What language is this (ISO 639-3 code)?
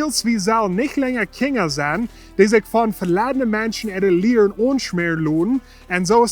pdt